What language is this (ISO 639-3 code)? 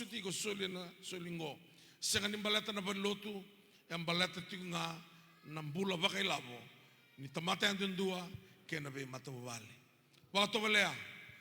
fij